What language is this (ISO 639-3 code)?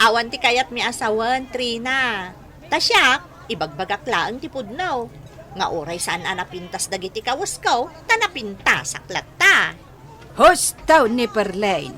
ilo